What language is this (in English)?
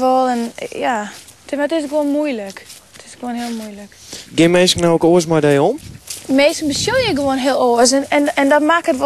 Western Frisian